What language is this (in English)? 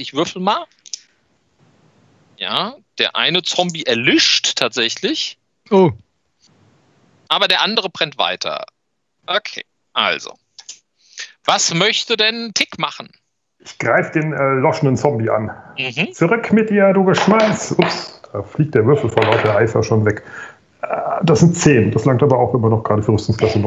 German